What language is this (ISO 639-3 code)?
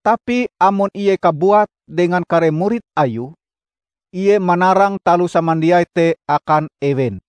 nij